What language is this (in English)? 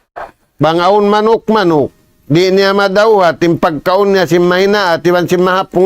Tausug